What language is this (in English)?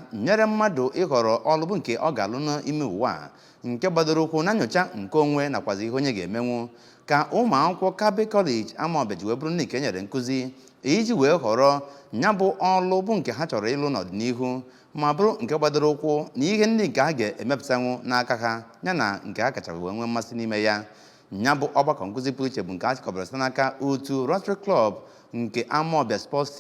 Igbo